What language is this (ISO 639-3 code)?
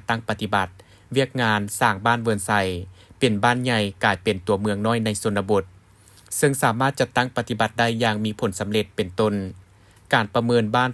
lao